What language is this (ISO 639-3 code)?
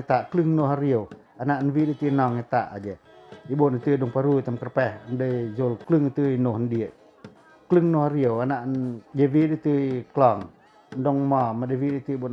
pac